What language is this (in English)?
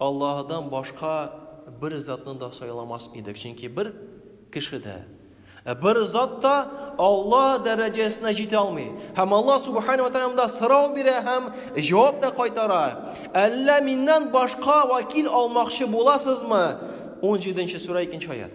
Tatar